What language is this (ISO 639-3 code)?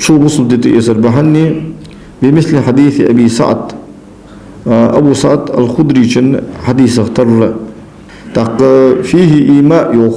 inh